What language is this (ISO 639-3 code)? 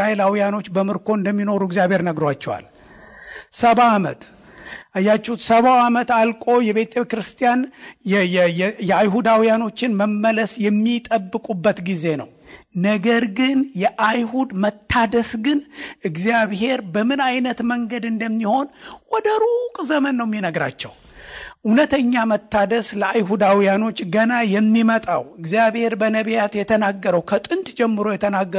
amh